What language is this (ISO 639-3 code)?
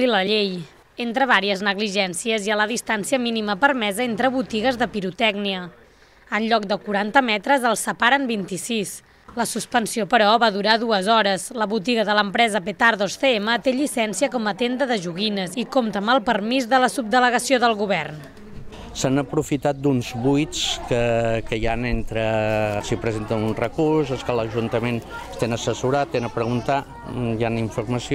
cat